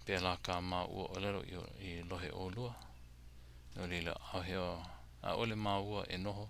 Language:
Hawaiian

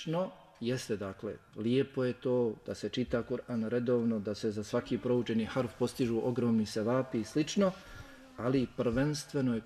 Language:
Bosnian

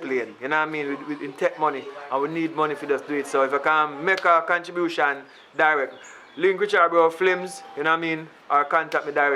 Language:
Jamaican Creole English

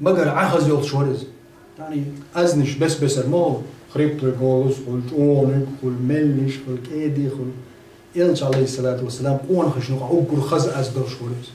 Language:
Chechen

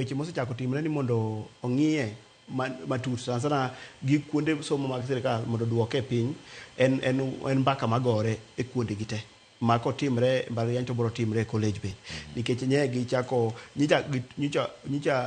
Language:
Luo (Kenya and Tanzania)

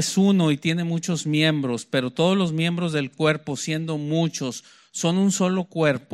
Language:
Spanish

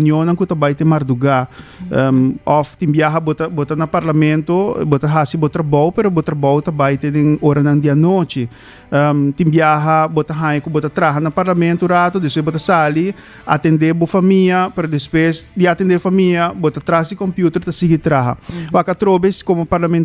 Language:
Papiamento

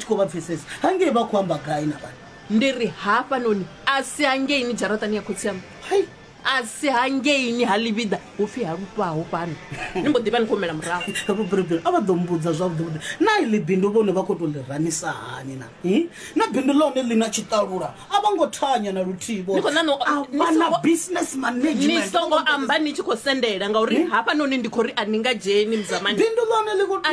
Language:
Venda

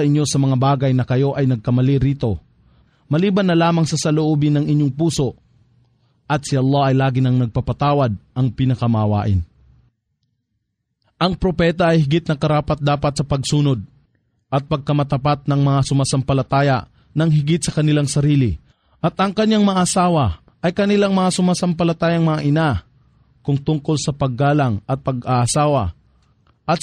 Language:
Filipino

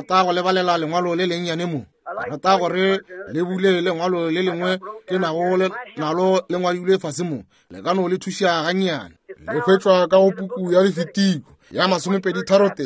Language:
Northern Sotho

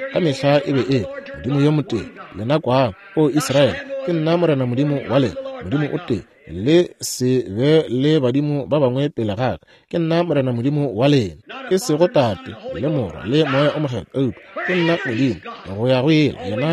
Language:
Northern Sotho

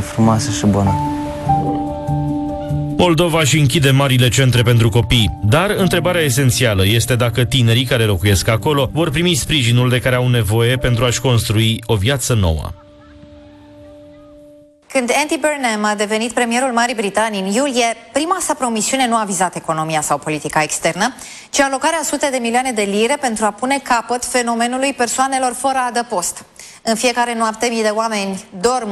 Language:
Romanian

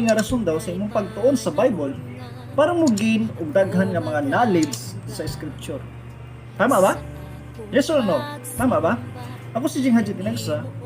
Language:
Cebuano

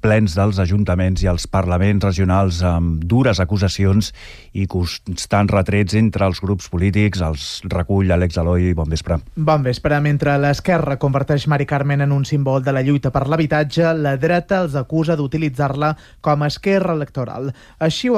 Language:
Catalan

